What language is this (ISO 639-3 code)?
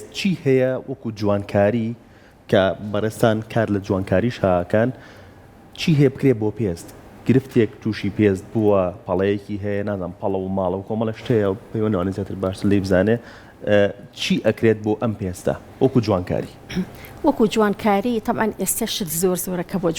ckb